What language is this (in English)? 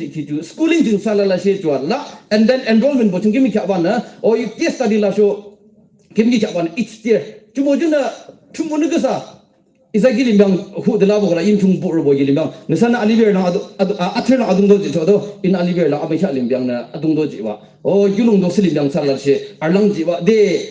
Yimchungru Naga